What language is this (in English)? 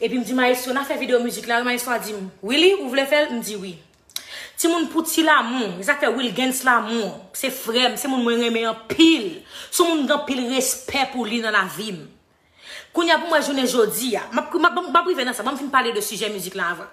Haitian Creole